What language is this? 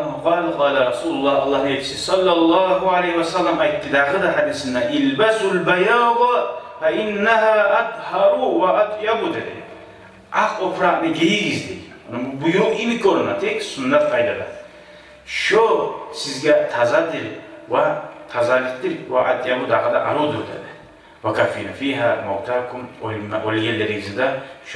Kumyk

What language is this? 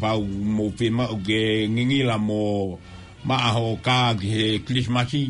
Tongan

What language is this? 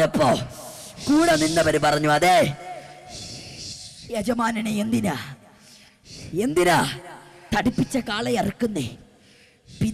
Malayalam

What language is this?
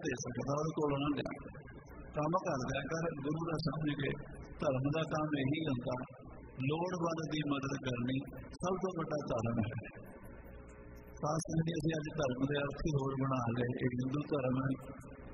Punjabi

